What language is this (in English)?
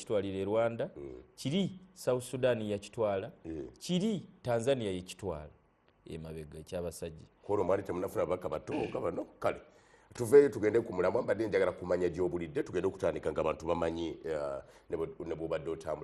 Ganda